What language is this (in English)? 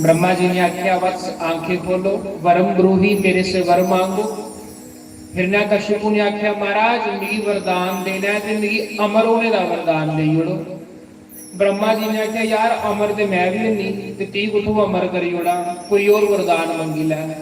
Dogri